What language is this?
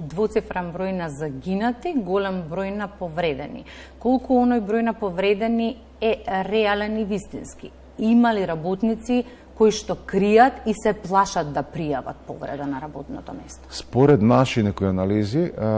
Macedonian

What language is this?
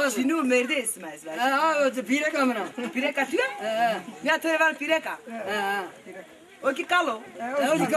Zaza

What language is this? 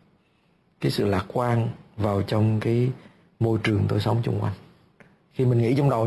Vietnamese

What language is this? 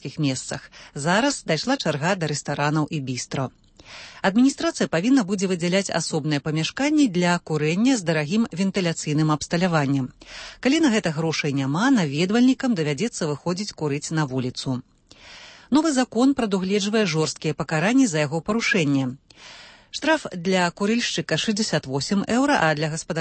Belarusian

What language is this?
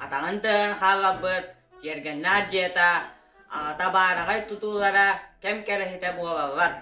Yakut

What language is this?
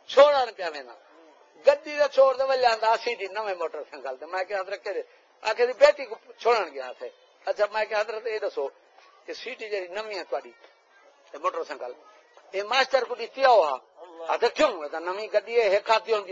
Saraiki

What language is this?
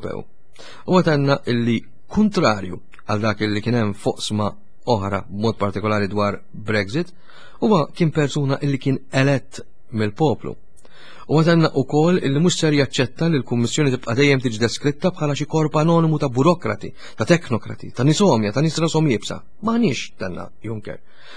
Maltese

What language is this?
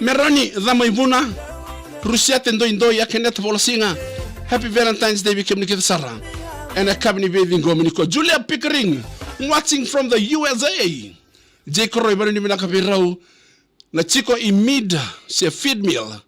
Fijian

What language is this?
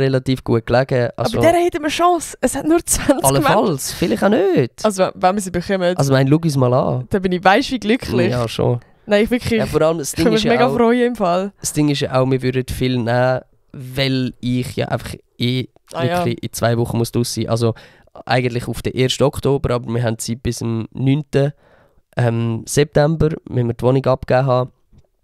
Swiss German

